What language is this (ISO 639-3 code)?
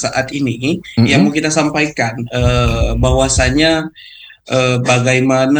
ind